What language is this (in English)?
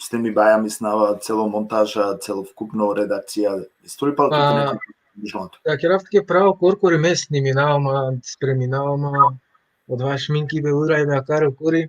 Balkan Romani